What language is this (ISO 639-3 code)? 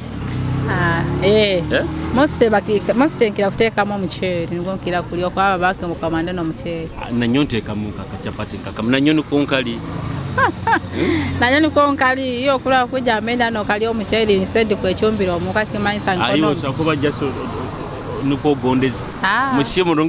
nyo